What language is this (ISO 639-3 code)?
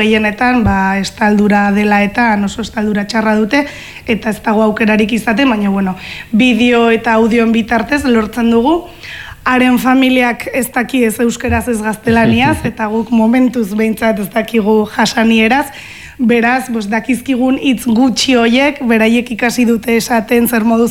eus